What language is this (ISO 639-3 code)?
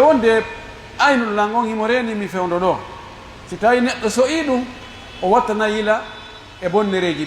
fuf